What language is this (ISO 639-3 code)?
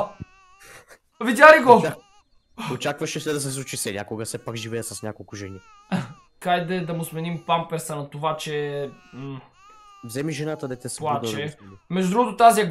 bul